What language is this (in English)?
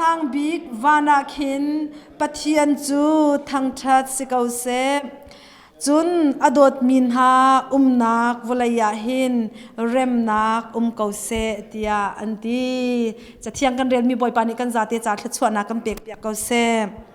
Hakha Chin